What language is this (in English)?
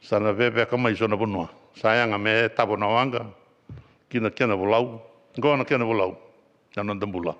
Fijian